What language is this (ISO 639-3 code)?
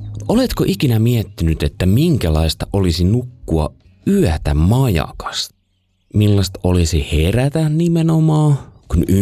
fin